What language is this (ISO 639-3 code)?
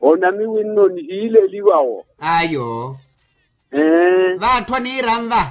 vmw